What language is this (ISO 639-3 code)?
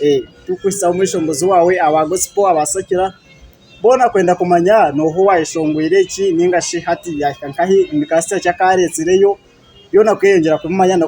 nyn